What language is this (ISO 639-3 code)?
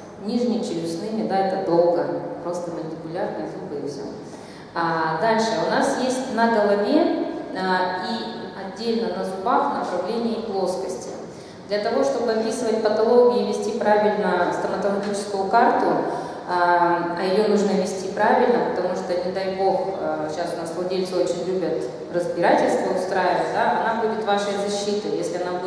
rus